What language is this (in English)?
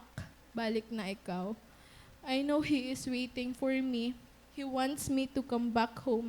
Waray